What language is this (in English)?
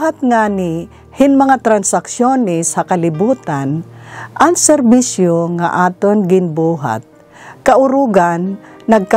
Waray